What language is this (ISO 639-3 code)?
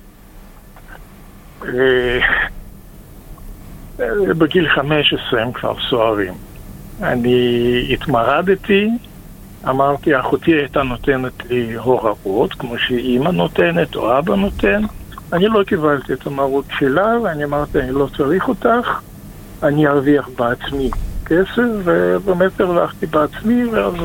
heb